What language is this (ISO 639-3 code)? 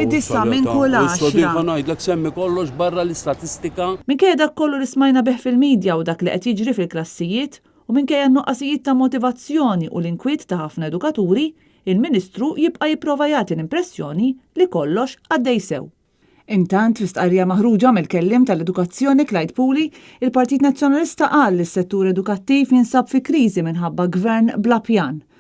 mlt